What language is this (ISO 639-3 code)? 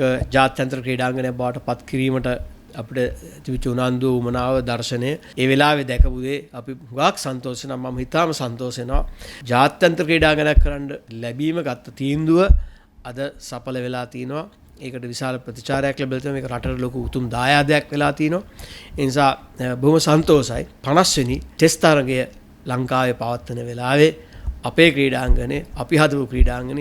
sin